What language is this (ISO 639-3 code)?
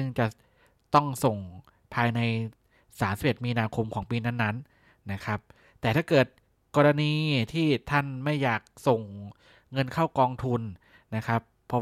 tha